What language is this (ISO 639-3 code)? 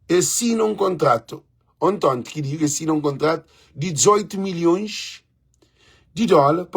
kea